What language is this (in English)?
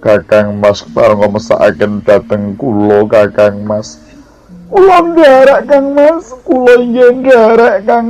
Javanese